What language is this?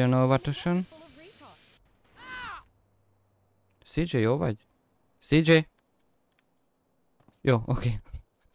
Hungarian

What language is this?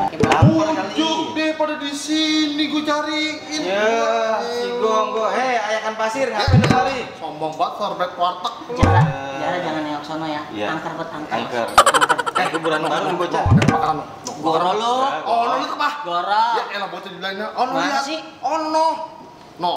Betawi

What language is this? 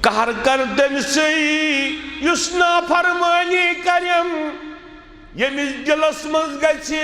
Kashmiri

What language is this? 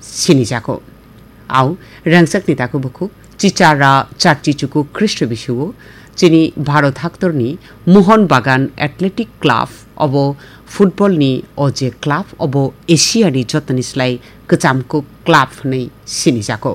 Kok Borok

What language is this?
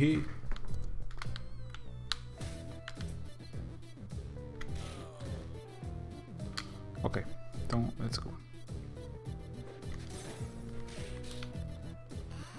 Portuguese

